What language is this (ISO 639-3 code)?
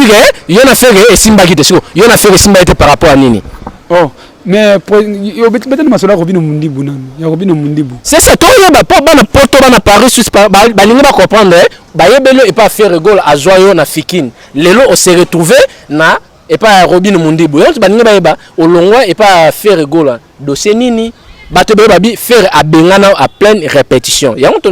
lin